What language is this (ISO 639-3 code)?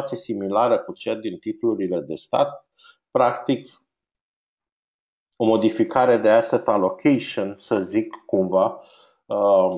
ron